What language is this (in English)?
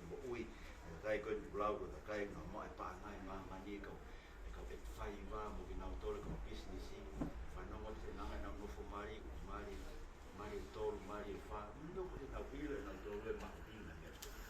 Tongan